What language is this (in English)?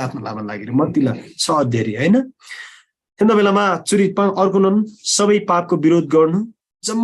Eastern Tamang